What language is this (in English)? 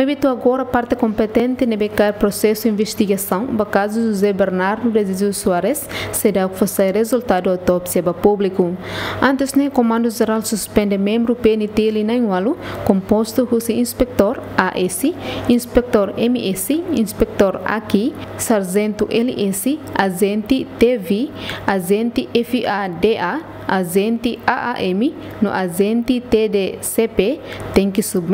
Tetum